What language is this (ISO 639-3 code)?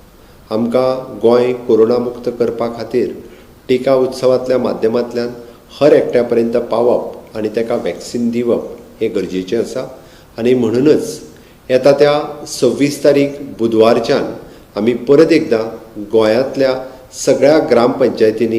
kok